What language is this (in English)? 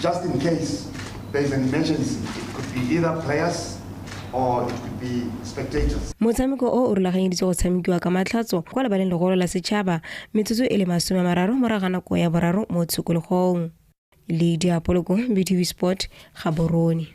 Tswana